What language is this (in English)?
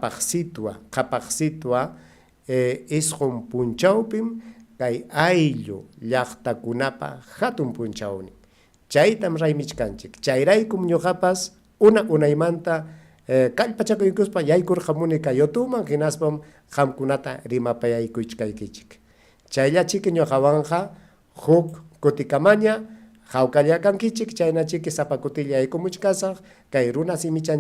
Ayacucho Quechua